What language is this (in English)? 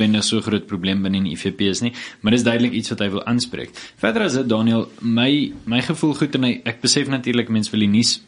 Afrikaans